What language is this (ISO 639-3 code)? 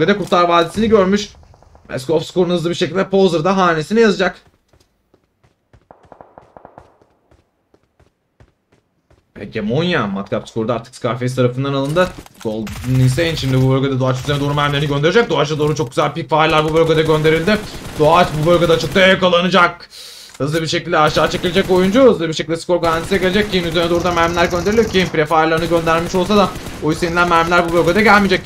tur